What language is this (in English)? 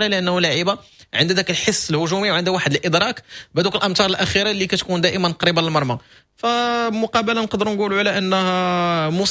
Moroccan Arabic